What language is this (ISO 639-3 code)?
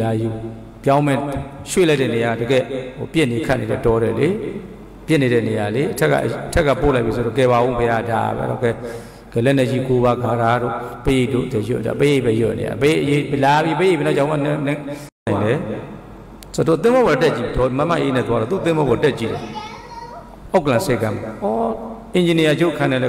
mya